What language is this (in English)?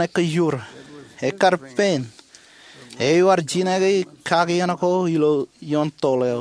Marshallese